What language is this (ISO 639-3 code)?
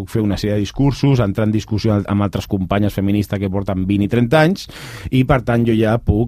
cat